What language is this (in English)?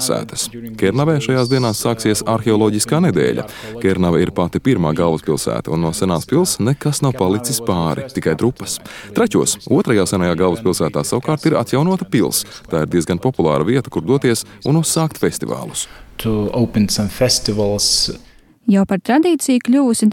Latvian